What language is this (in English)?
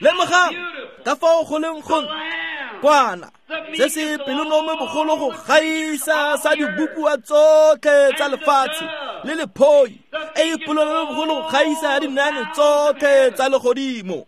Tswana